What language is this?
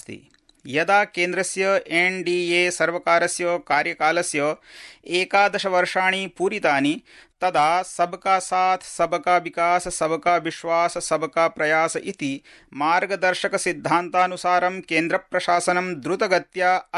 Sanskrit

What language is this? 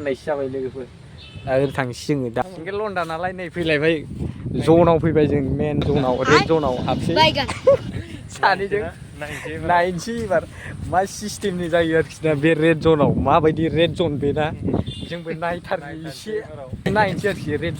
Bodo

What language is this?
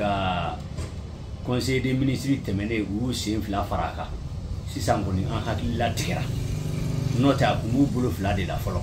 Bambara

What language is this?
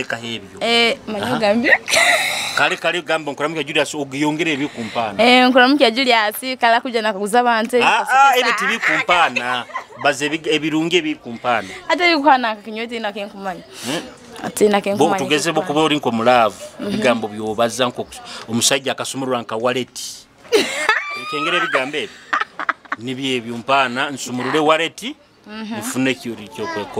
Nyoro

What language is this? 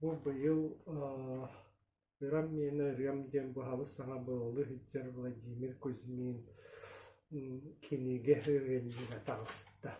Yakut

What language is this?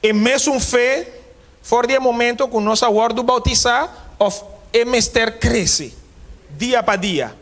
Papiamento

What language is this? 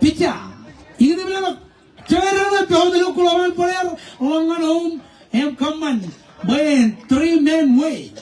Marshallese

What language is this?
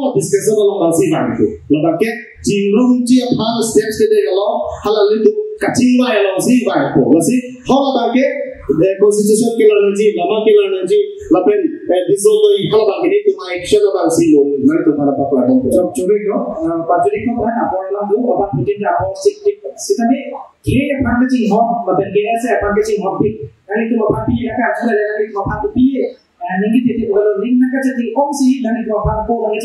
Karbi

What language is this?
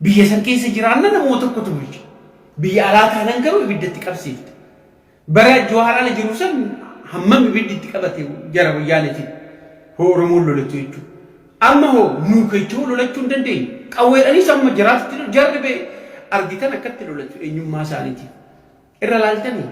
Oromo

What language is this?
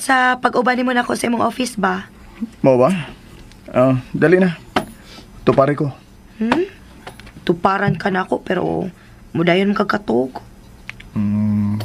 Cebuano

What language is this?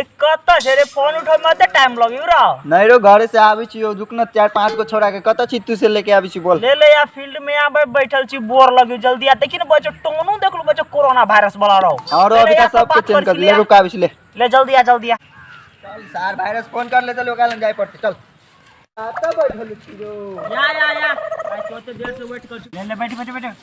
Maithili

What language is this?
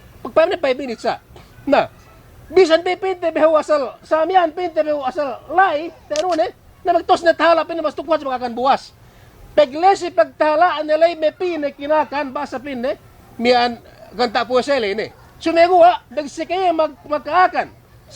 Yakan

